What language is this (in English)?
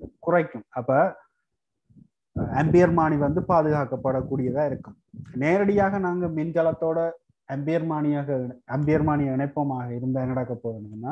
Tamil